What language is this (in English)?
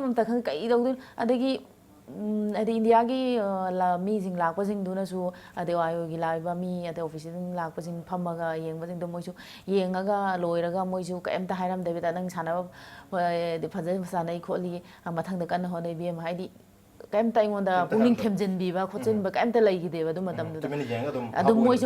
Manipuri